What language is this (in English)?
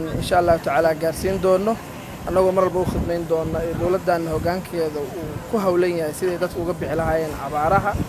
Somali